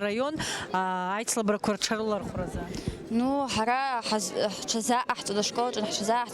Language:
Abkhazian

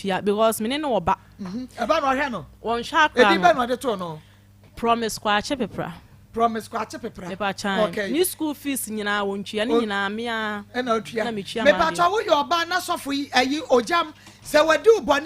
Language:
Akan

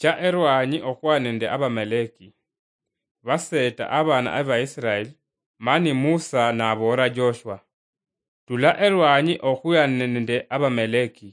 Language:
Luyia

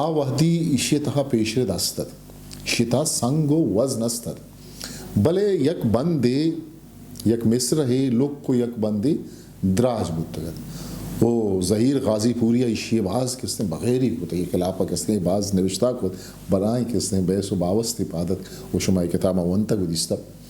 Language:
Eastern Balochi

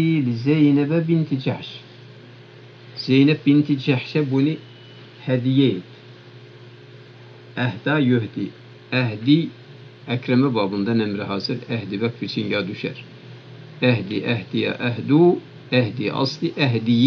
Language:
Turkish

